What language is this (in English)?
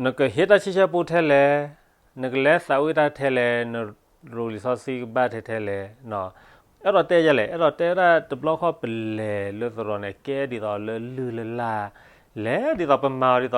S'gaw Karen